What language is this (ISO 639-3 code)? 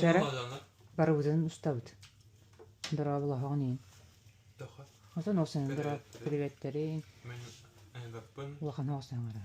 sah